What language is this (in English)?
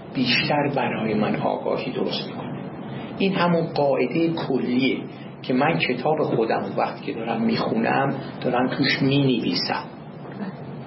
Persian